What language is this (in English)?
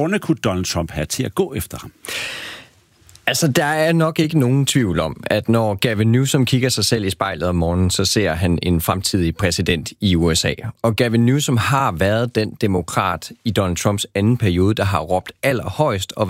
Danish